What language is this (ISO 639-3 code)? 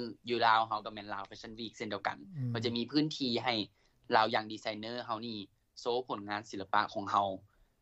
lao